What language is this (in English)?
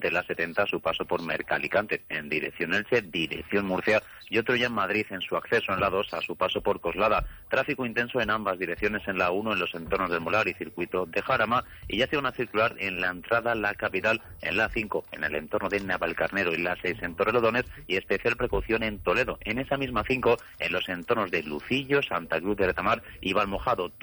Spanish